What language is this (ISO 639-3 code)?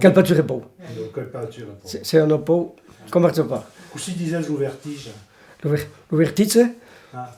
oci